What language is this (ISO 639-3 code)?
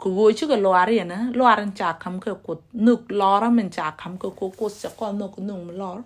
nus